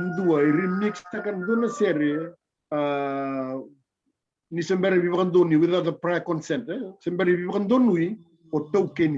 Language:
Fijian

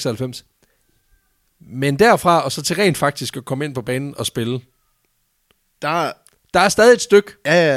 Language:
Danish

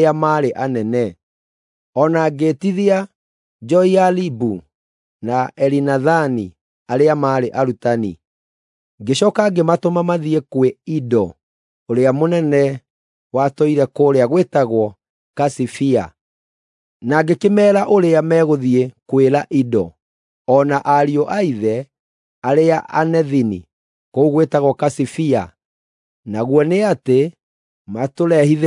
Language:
Kikuyu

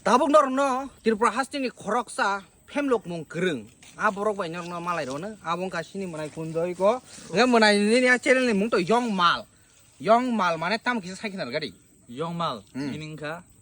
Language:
Kok Borok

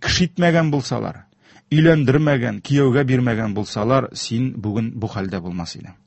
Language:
Tatar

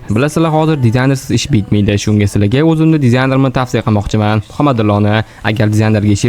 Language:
Uzbek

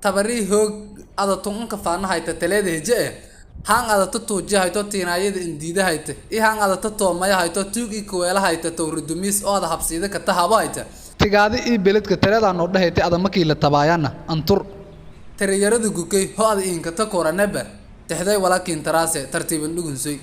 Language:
Somali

